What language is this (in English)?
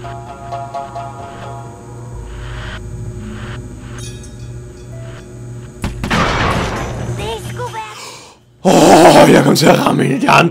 Danish